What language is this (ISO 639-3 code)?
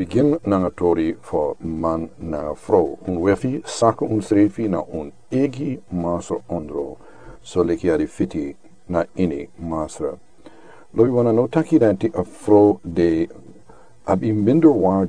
srn